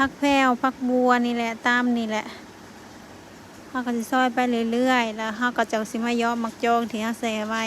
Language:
Lao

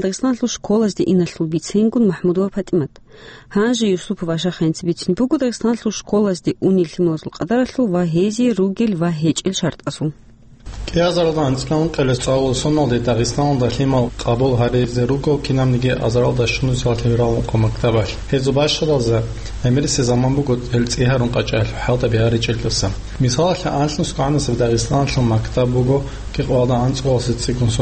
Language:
Avaric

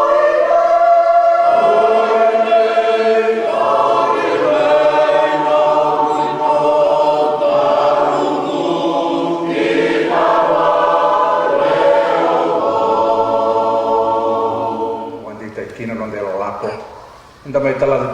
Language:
Fijian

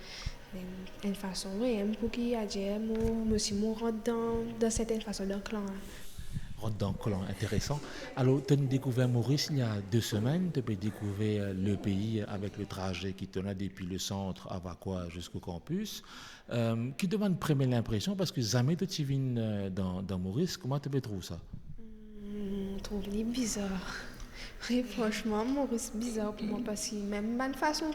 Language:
Morisyen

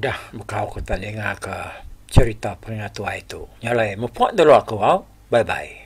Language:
Iban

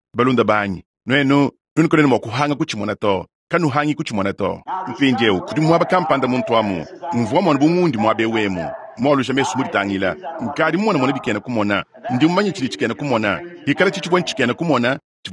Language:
Luba-Lulua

